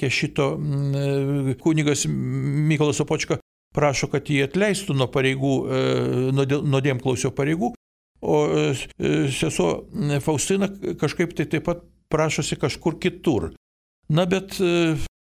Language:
Lithuanian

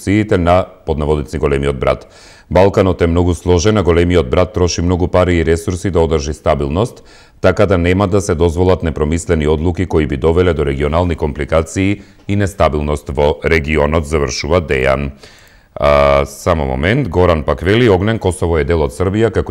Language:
Macedonian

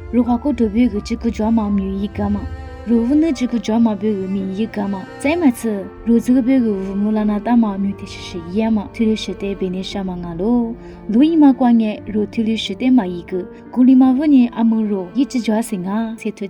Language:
Lisu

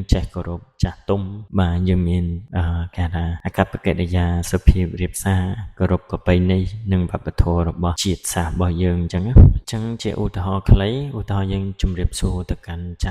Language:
Khmer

